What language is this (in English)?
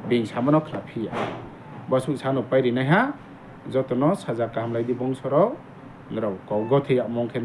Riang (India)